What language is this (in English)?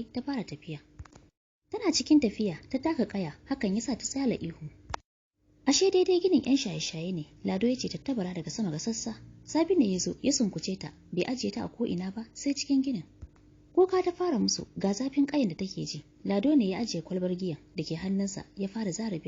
Hausa